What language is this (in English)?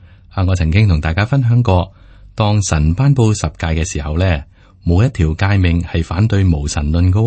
Cantonese